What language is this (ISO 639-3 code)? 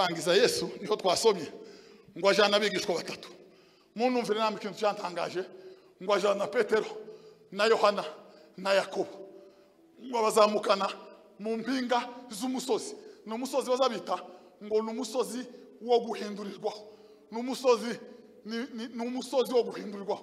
kin